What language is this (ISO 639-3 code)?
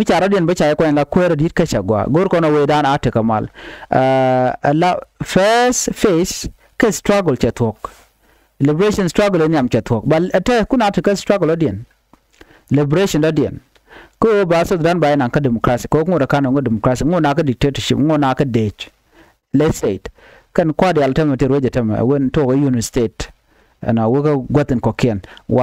nus